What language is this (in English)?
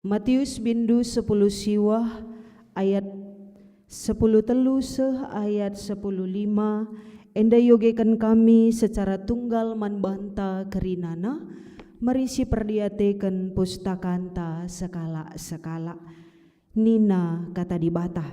Batak Karo